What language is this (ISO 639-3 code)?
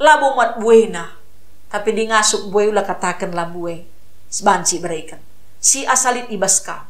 btx